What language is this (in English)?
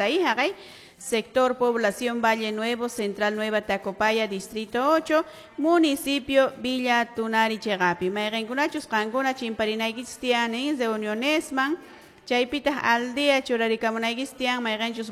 Quechua